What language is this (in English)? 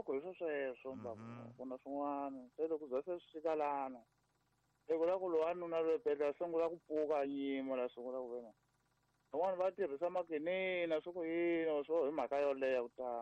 Tsonga